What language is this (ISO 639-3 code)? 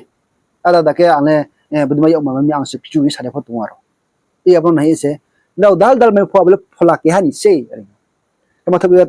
ria